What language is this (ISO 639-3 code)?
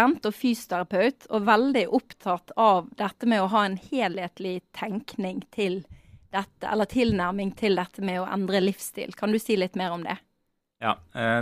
nor